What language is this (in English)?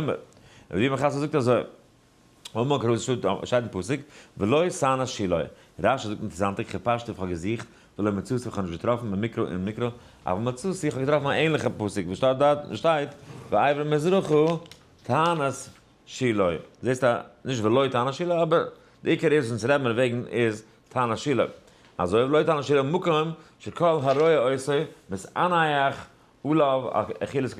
Yiddish